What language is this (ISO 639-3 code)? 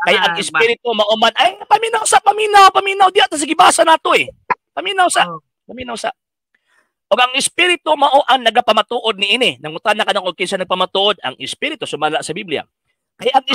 ceb